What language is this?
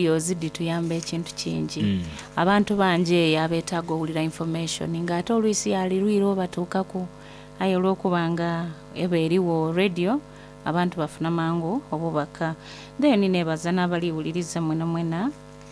Soga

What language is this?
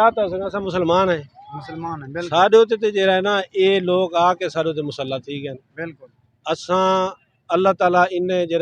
Saraiki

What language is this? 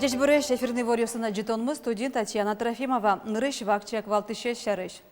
Udmurt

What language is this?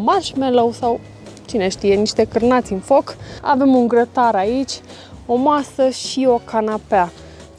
Romanian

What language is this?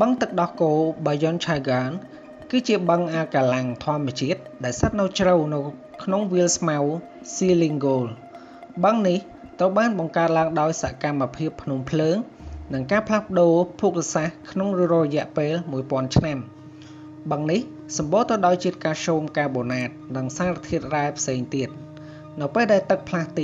Khmer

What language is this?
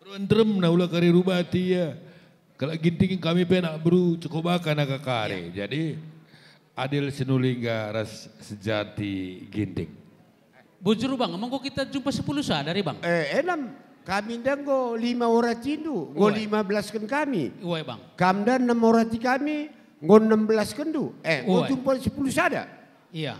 Batak Karo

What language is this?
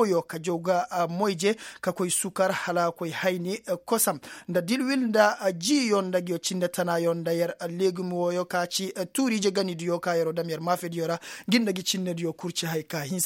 Koyraboro Senni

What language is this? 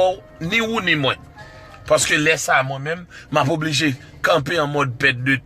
Haitian Creole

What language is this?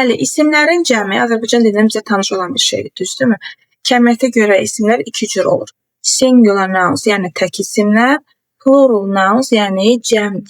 Azerbaijani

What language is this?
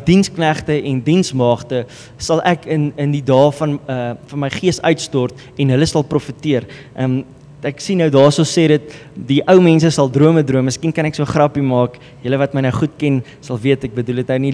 Afrikaans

